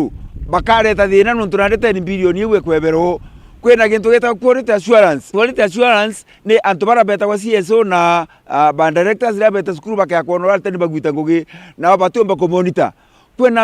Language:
Meru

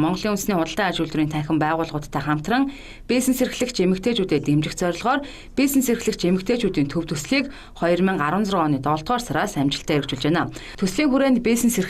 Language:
Mongolian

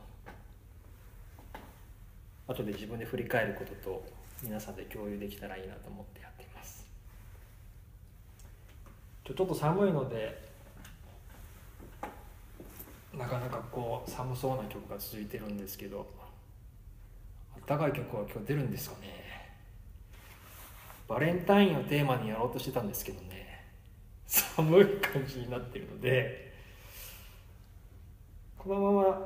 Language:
Japanese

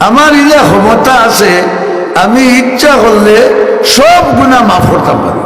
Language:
Sylheti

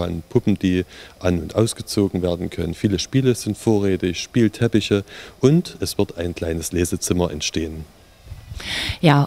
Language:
German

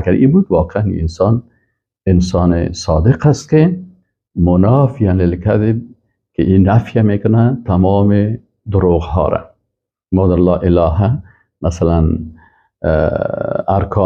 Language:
Persian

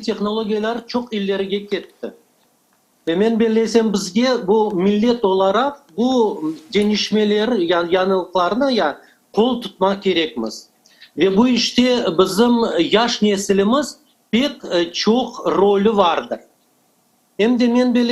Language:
Crimean Tatar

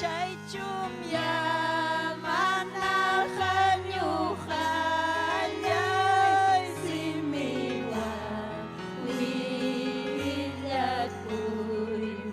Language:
Ayacucho Quechua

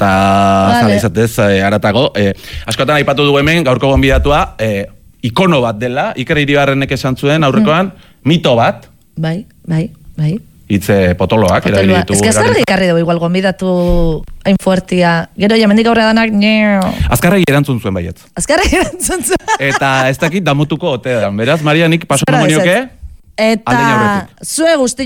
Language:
Basque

